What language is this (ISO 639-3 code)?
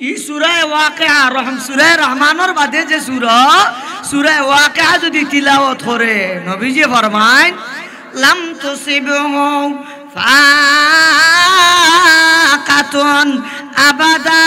syl